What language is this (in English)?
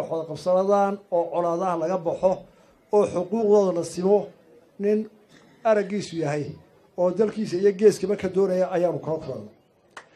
Somali